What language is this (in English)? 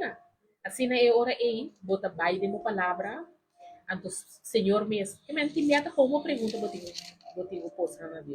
Papiamento